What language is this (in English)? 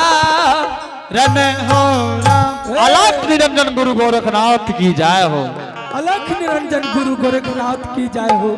Angika